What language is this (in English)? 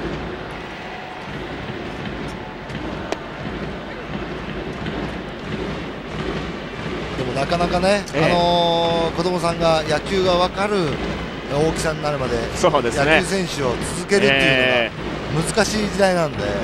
Japanese